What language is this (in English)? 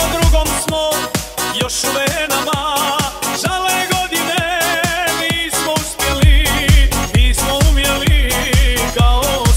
Croatian